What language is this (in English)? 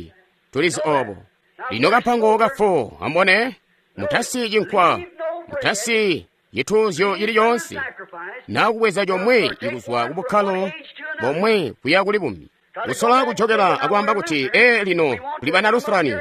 Tonga (Zambia)